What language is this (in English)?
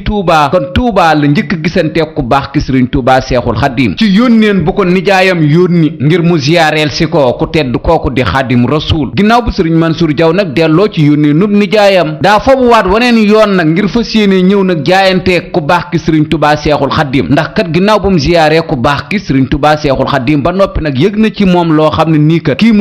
Wolof